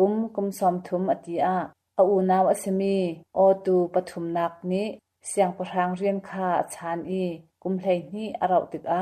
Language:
Hakha Chin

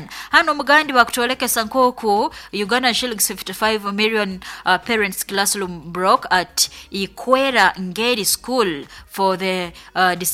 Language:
Nyoro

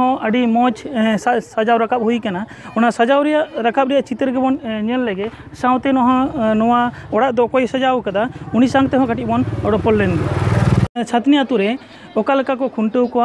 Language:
Santali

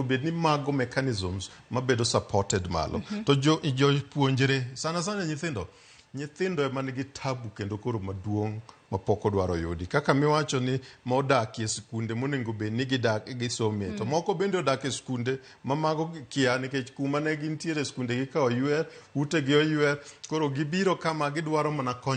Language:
Luo (Kenya and Tanzania)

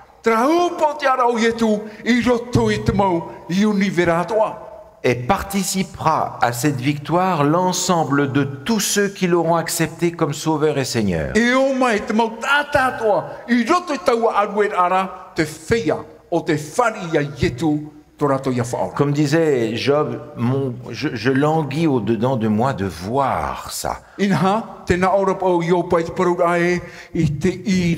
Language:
Tahitian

